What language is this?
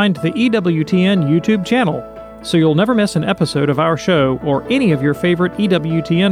English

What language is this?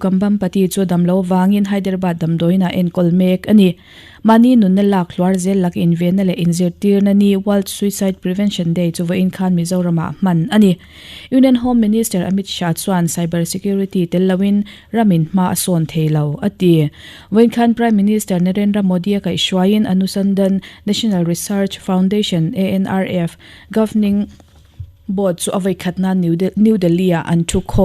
Mizo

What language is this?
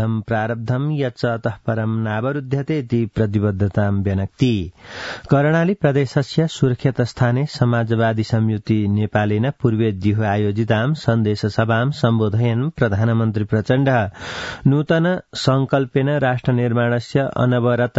Sanskrit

